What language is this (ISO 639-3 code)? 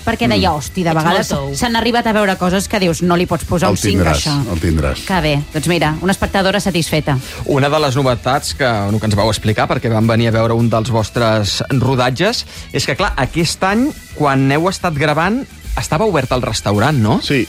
cat